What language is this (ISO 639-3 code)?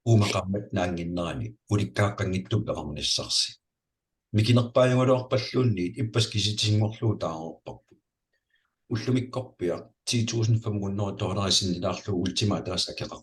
kal